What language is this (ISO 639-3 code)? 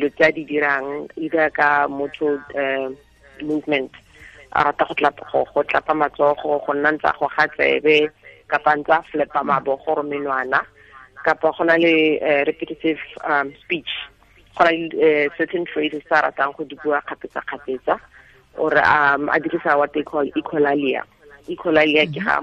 tsn